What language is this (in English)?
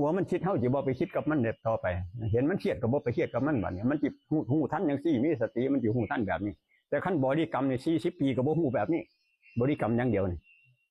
Northeastern Thai